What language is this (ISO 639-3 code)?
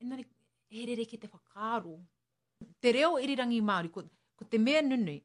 mri